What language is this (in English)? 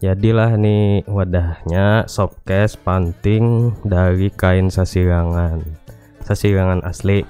Banjar